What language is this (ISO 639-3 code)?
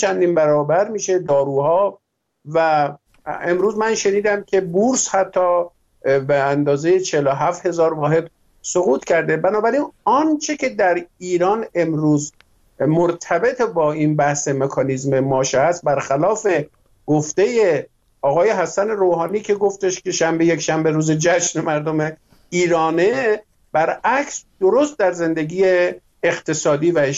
fas